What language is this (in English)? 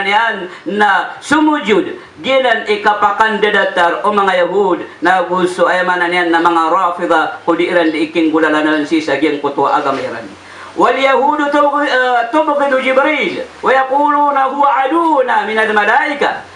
Maranao